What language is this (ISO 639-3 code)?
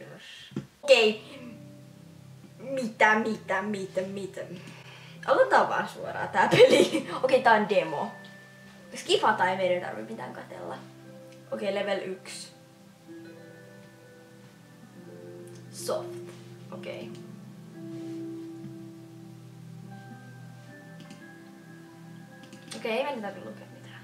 fin